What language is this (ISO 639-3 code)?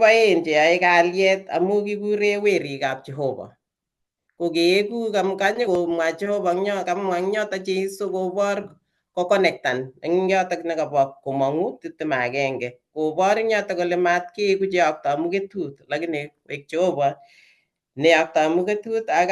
kln